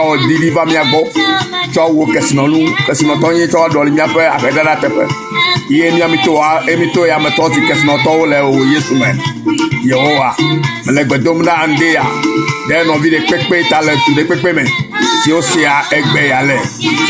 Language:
Ewe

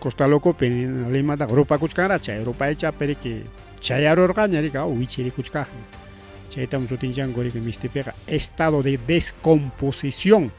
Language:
Ayacucho Quechua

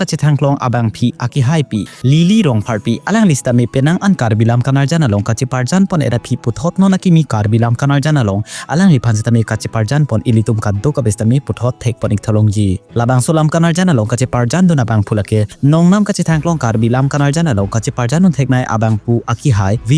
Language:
Karbi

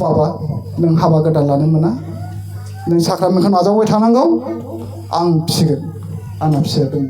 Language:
Bodo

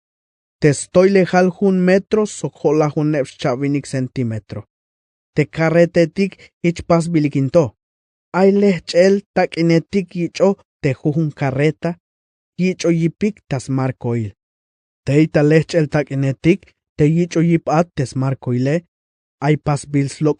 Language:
Tzeltal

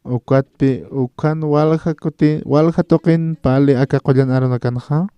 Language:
Aymara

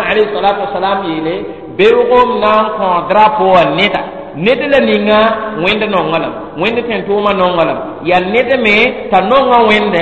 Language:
Mossi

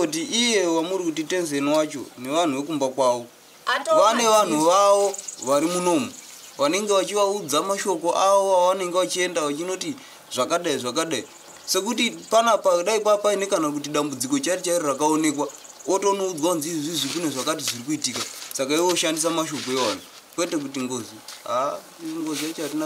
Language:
Shona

